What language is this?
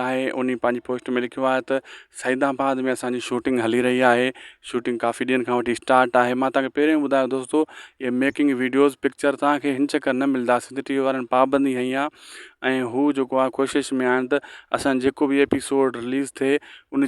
Sindhi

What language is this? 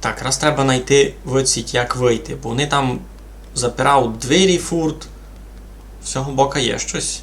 Rusyn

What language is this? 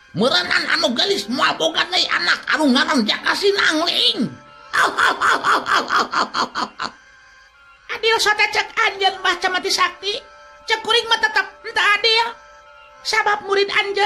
Sundanese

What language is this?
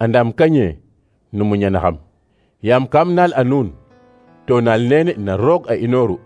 Serer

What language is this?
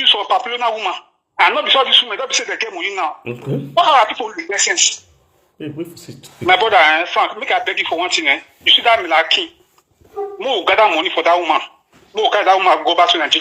Nigerian Pidgin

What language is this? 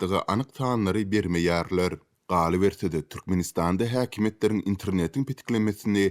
Turkmen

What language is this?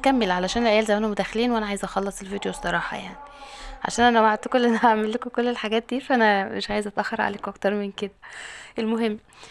Egyptian Arabic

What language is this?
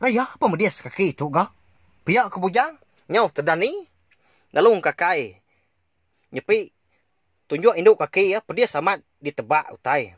Iban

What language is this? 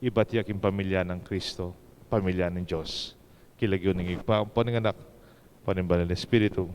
Pampanga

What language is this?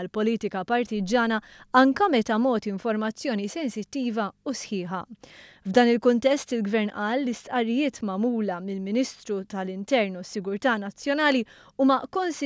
Maltese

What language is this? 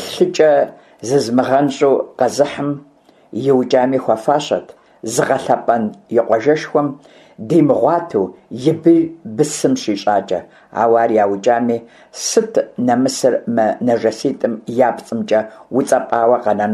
Kabardian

